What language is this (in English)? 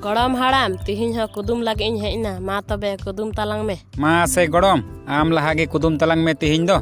Santali